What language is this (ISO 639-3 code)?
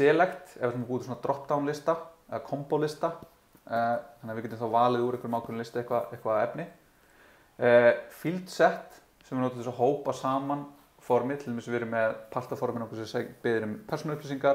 isl